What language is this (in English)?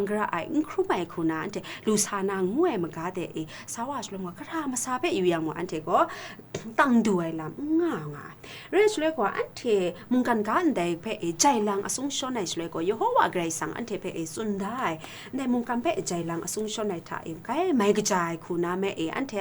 Kachin